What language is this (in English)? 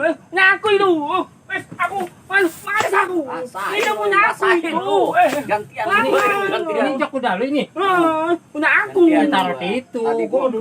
Betawi